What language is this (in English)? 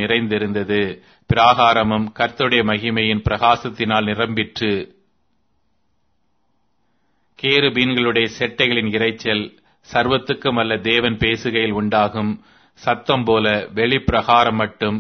Tamil